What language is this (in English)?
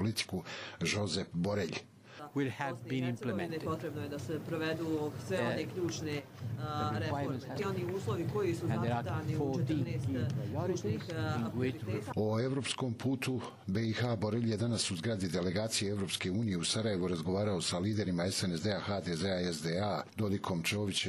Croatian